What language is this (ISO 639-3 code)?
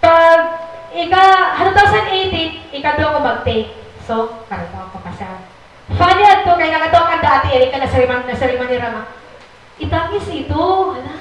war